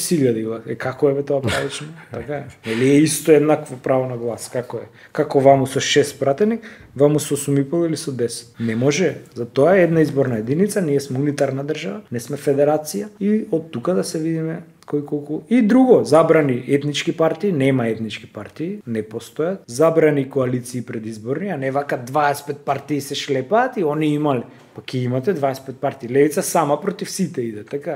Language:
Macedonian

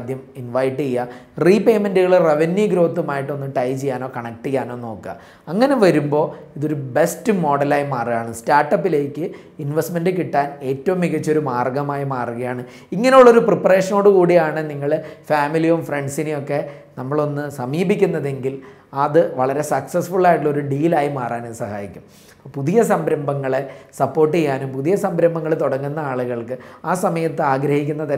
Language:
Malayalam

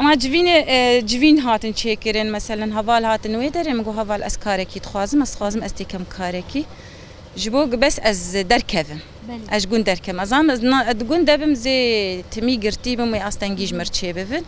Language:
Kurdish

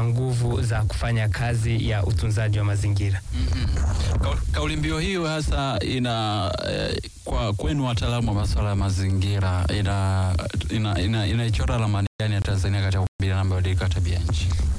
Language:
Swahili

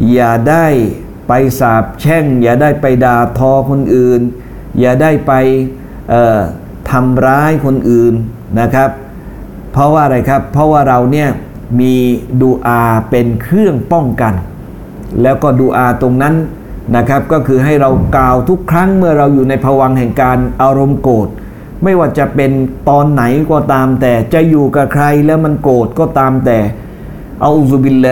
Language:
Thai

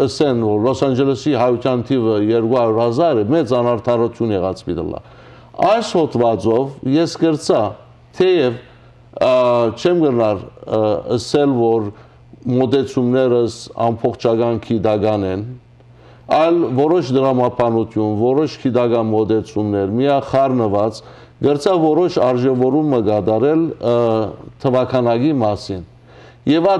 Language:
Western Armenian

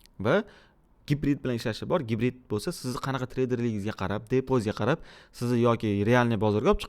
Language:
Uzbek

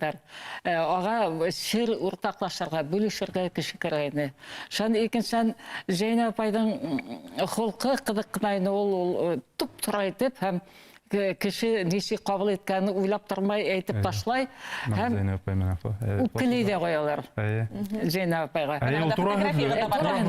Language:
Bashkir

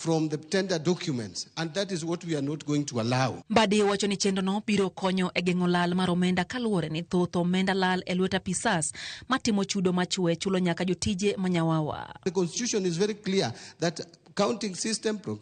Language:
Luo (Kenya and Tanzania)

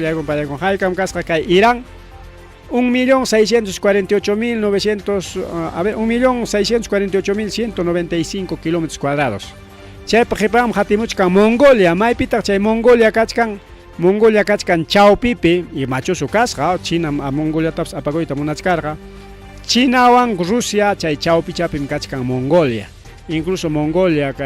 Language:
Ayacucho Quechua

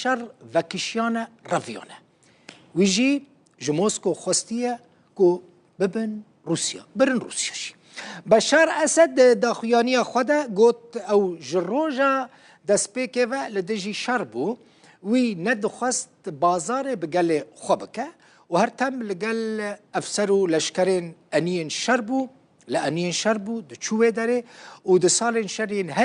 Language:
Kurdish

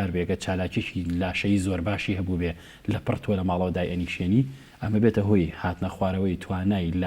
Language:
Central Kurdish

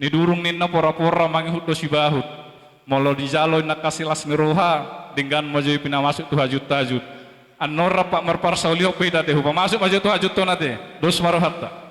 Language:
Batak Toba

